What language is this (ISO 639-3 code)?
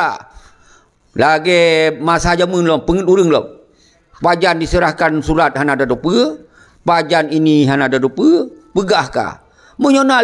ace